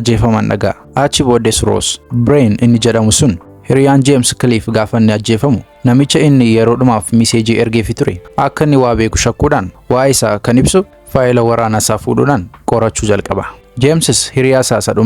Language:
Oromo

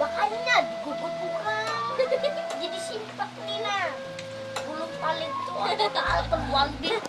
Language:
Banjar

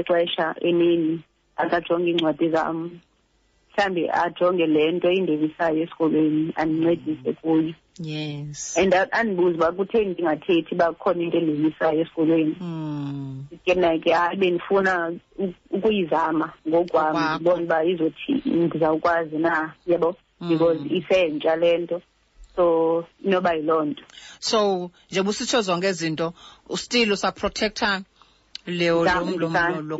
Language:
Xhosa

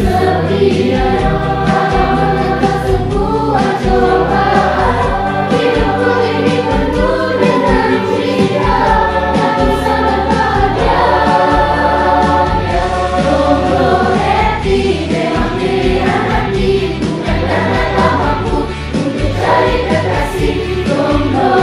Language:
Indonesian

